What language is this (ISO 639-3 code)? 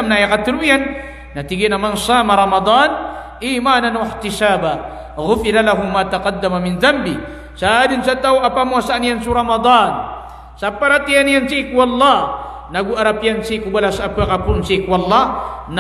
mrw